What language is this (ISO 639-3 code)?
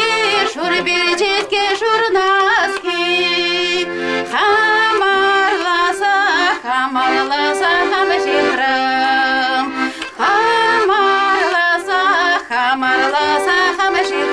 chv